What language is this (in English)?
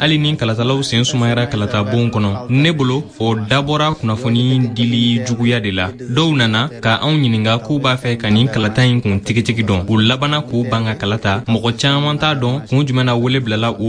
Bambara